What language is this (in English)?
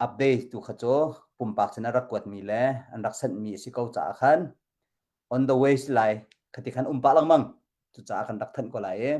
Hakha Chin